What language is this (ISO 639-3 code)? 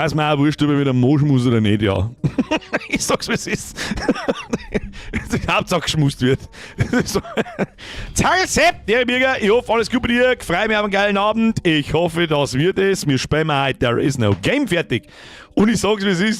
bar